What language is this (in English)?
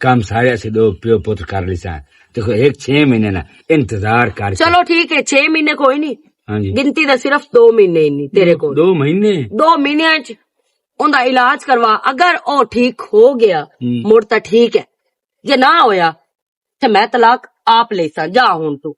Western Panjabi